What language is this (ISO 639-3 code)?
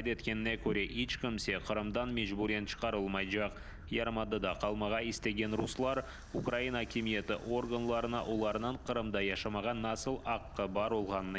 crh